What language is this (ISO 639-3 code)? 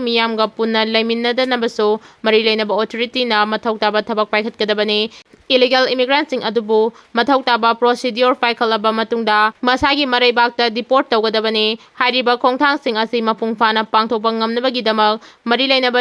mni